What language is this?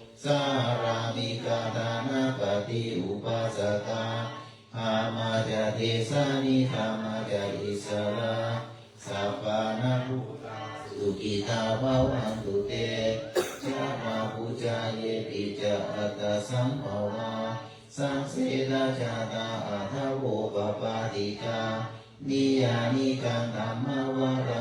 Pali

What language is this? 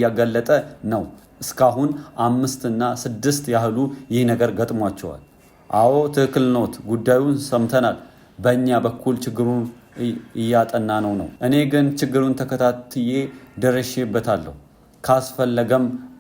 Amharic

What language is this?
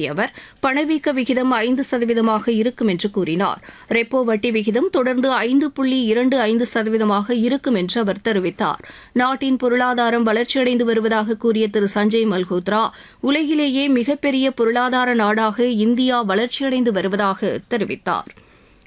Tamil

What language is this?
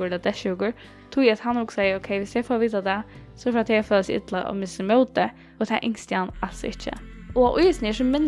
Faroese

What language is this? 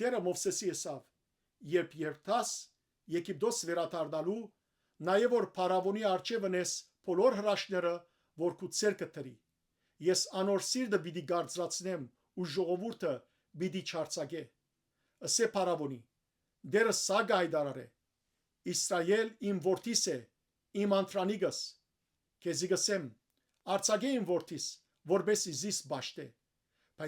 Western Armenian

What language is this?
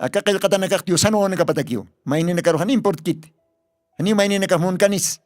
Aymara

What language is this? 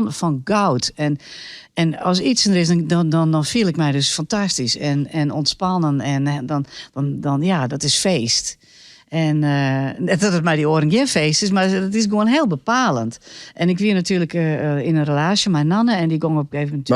Western Frisian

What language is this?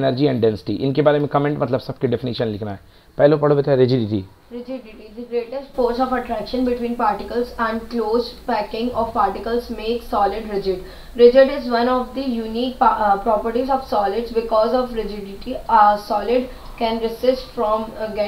Hindi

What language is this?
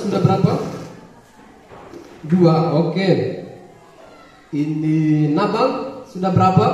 Indonesian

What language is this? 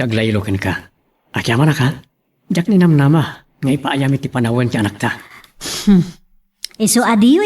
Iloko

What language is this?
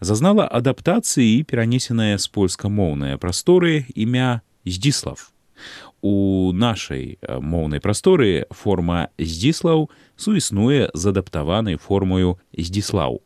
Belarusian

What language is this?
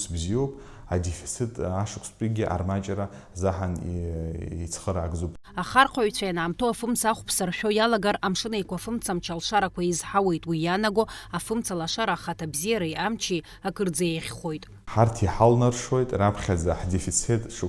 Abkhazian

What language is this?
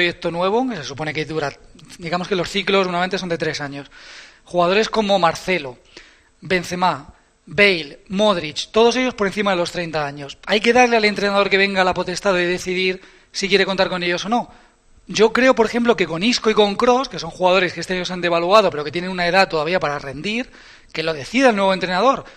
Spanish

